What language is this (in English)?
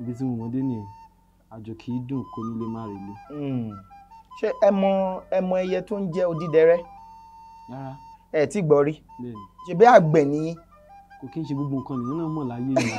Yoruba